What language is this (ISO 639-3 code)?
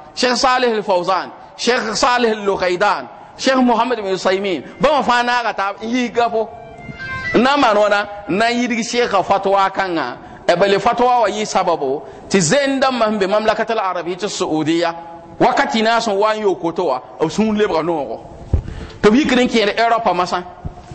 mos